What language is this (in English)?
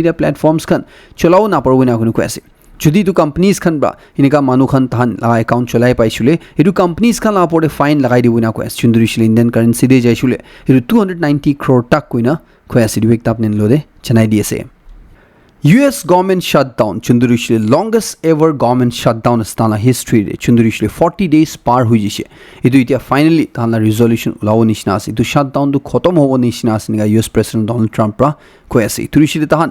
Naga Pidgin